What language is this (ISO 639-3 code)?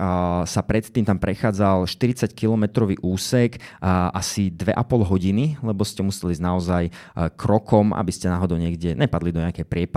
slk